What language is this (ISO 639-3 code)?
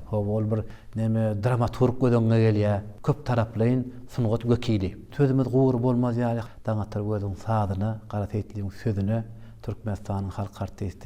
tuk